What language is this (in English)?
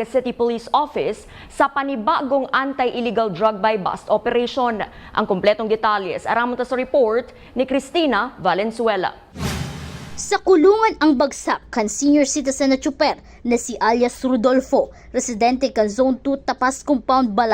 Bikol